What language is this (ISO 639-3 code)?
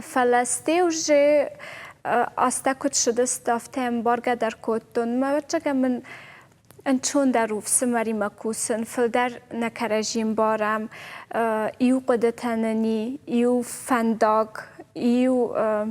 oss